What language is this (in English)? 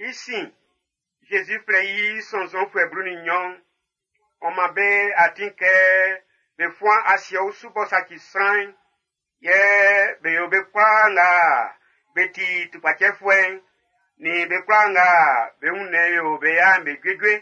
Baoulé